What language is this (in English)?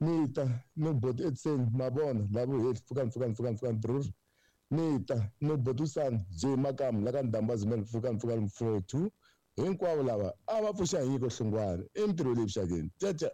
Tsonga